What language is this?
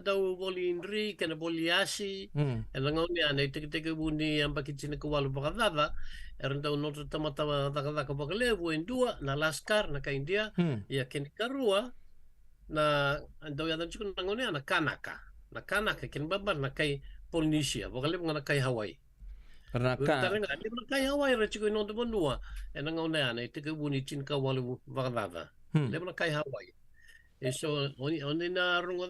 Fijian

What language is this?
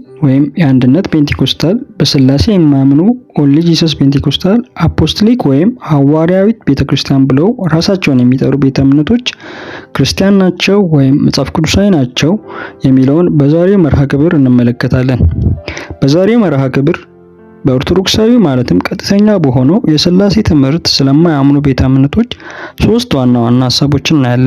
Amharic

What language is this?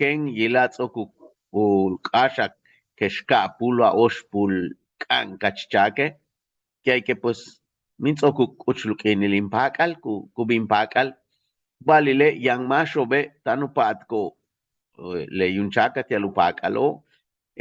Yucateco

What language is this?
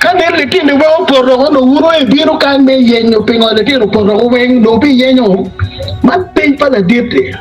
Acoli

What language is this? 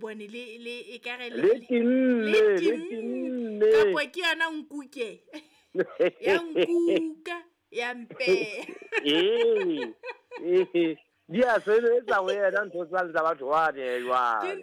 Southern Sotho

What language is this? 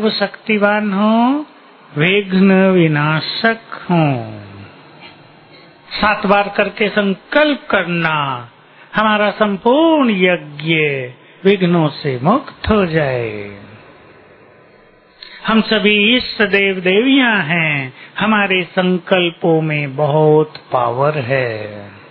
Hindi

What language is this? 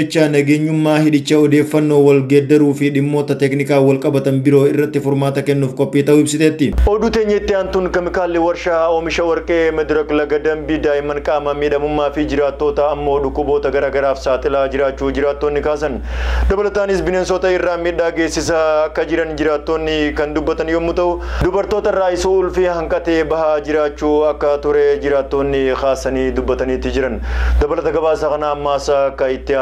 Oromo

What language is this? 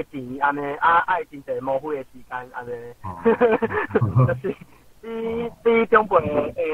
Min Nan Chinese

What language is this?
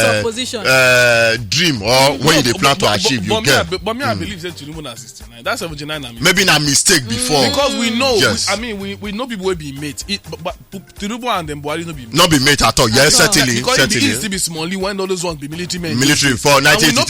Nigerian Pidgin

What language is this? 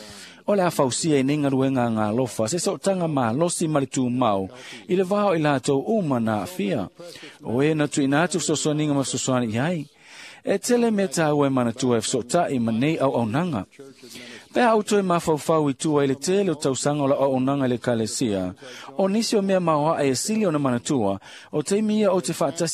Samoan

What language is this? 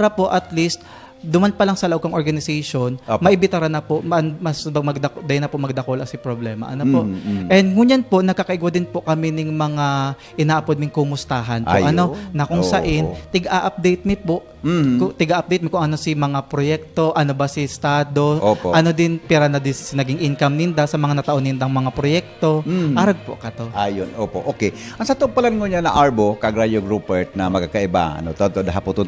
Bikol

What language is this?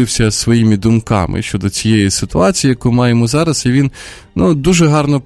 Ukrainian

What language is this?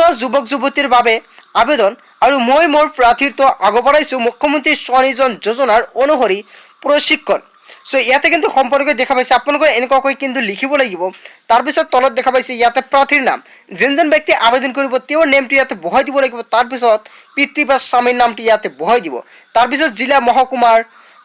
Assamese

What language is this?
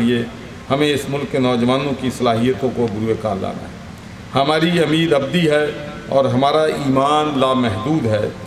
Urdu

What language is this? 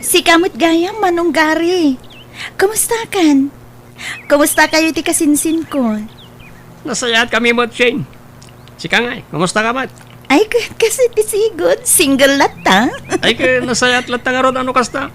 Iloko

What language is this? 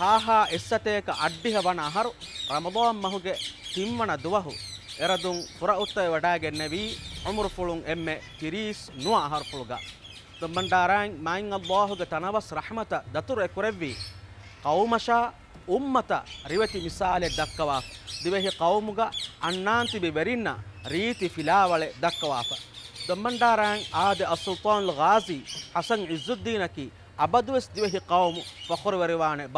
Divehi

